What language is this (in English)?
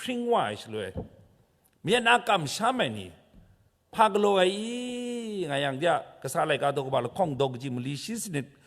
Kachin